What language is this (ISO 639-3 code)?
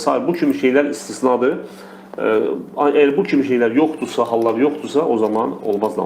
aze